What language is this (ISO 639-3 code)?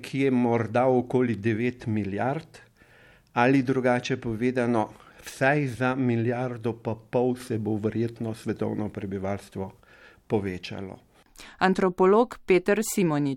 slv